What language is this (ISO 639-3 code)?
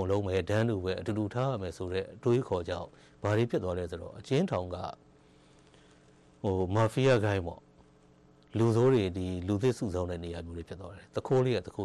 mya